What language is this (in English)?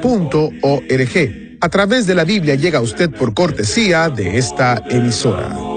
Spanish